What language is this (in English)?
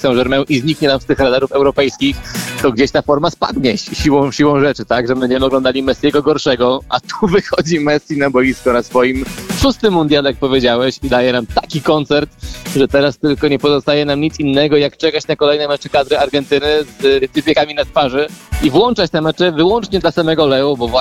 Polish